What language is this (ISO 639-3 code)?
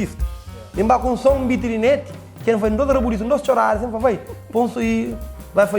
kea